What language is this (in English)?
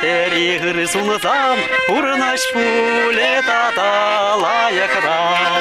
Chuvash